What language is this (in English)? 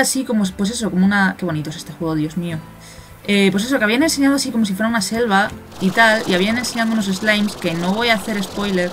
Spanish